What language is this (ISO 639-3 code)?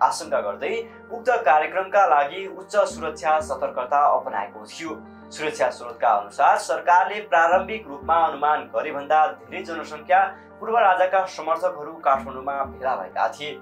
nep